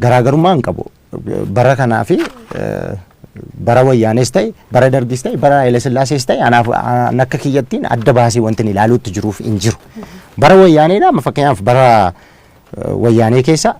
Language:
Oromo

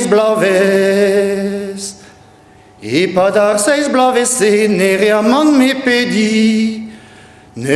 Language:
Breton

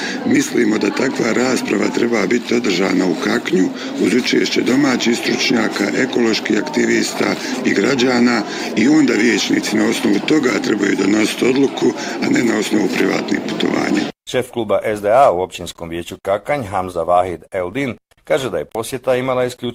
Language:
Bosnian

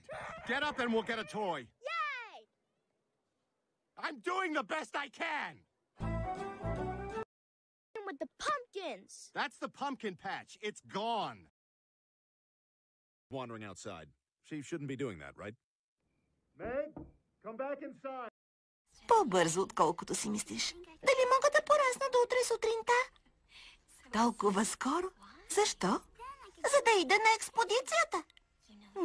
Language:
Bulgarian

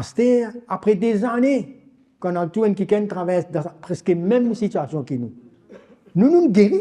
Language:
Morisyen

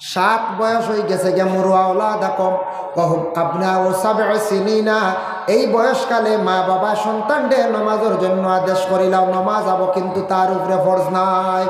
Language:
Sylheti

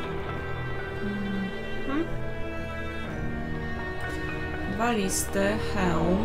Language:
Polish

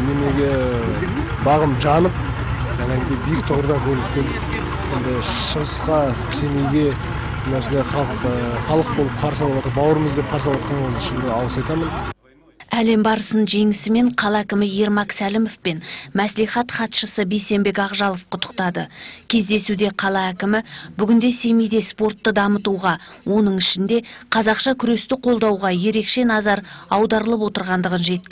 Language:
Kazakh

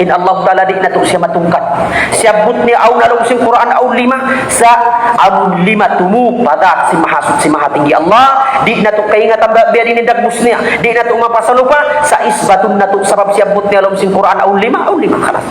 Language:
Tausug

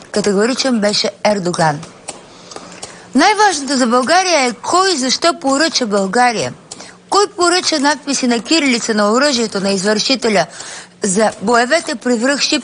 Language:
Bulgarian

